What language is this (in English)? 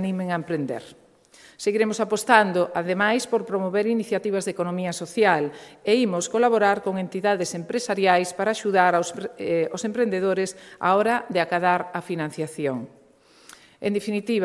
Galician